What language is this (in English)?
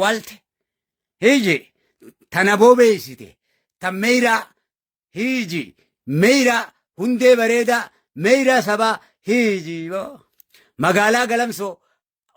Oromo